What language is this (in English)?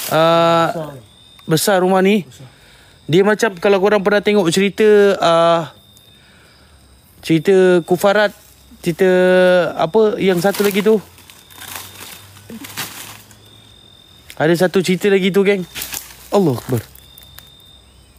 Malay